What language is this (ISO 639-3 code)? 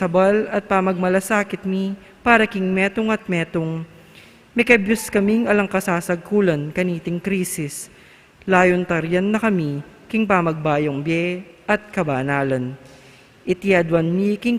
pam